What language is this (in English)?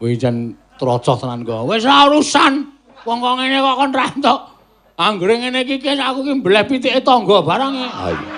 Javanese